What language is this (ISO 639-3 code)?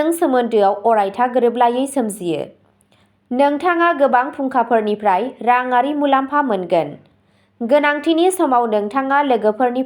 brx